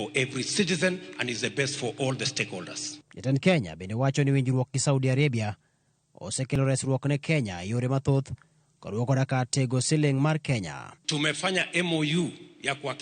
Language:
Luo (Kenya and Tanzania)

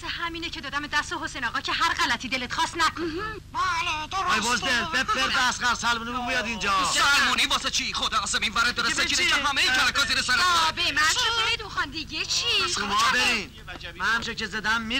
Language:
Persian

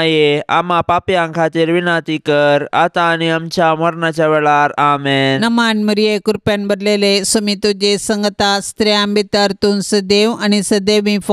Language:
Konkani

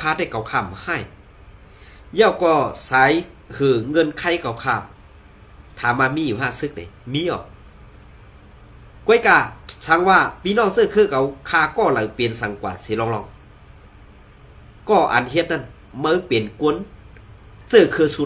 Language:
Shan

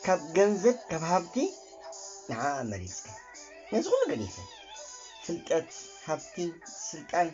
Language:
Tigrinya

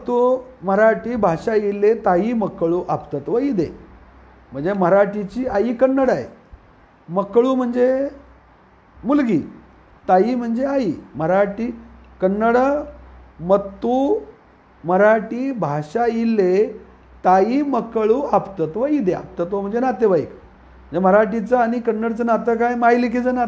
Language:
Marathi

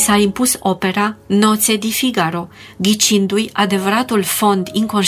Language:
Romanian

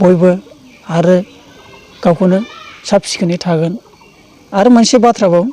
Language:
Bodo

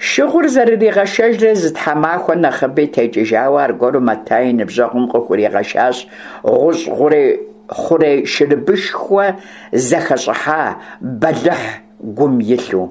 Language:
Kabardian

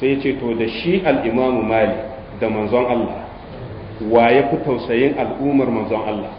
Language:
Hausa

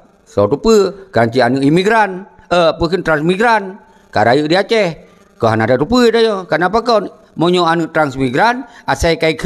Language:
Achinese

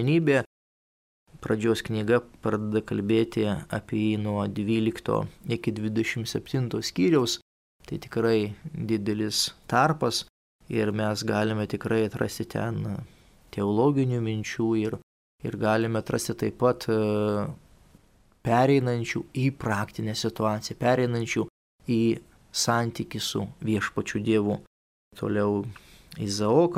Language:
Lithuanian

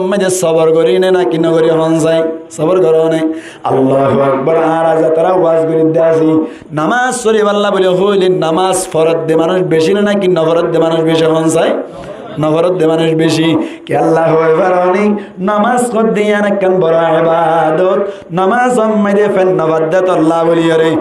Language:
Rohingya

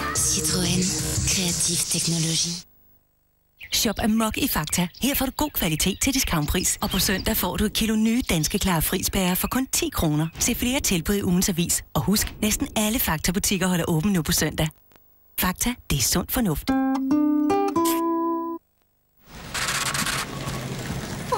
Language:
Danish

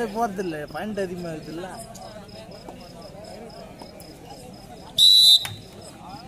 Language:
Tamil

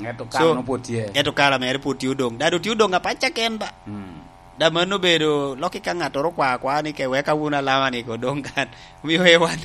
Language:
Lango (Uganda)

